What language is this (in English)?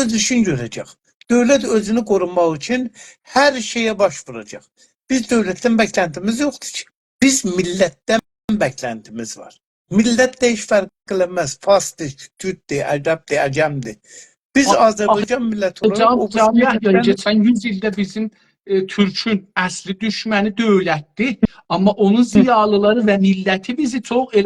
South Azerbaijani